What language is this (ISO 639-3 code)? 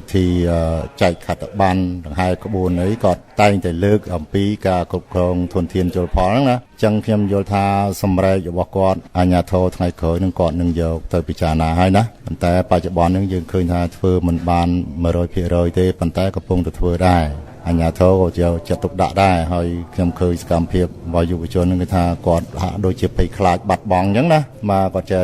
khm